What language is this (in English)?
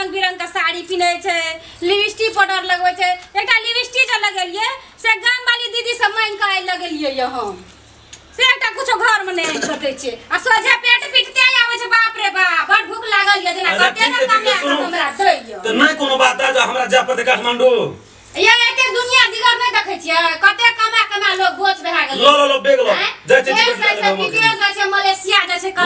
Maithili